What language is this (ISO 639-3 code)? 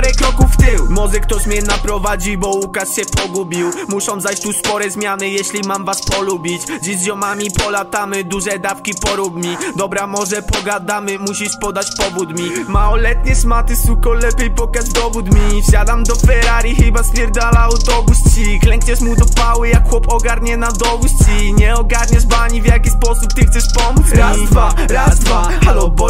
pol